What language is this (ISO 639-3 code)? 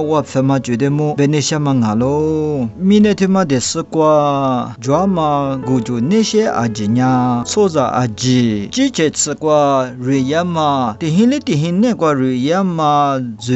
lis